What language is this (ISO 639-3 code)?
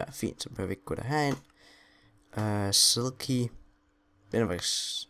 dan